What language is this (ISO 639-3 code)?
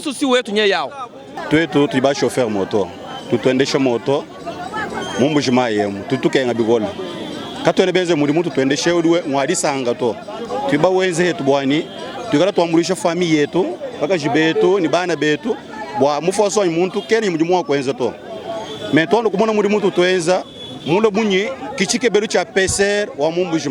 lua